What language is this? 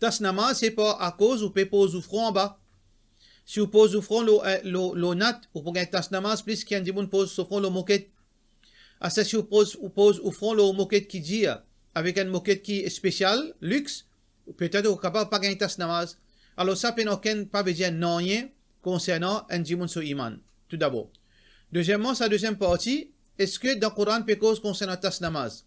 Morisyen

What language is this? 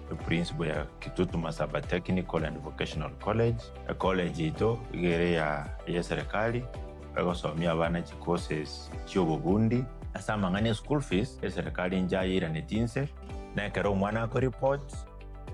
Gusii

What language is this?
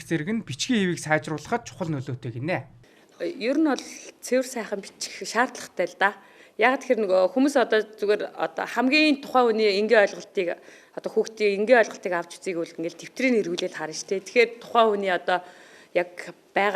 Mongolian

